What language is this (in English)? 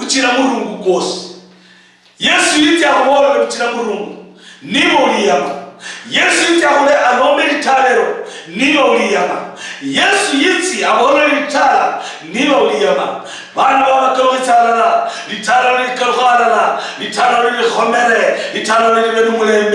Luyia